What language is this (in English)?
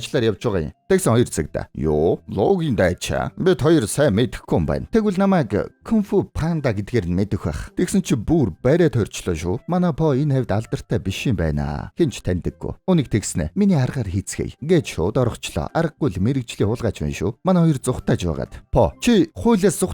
Mongolian